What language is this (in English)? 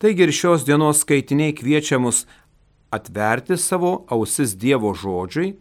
Lithuanian